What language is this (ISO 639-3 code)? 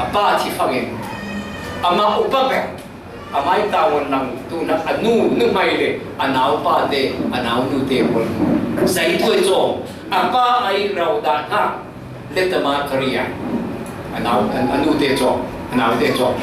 cfm